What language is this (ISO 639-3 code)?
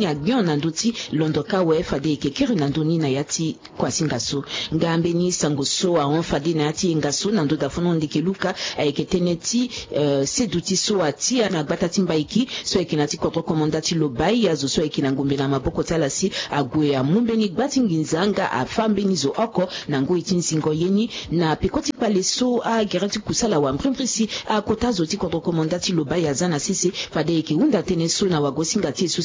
sag